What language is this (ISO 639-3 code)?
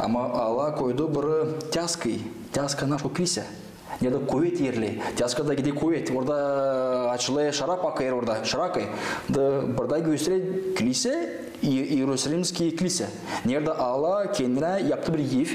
gag